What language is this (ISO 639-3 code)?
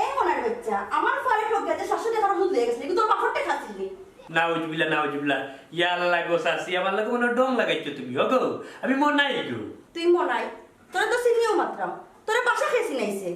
syl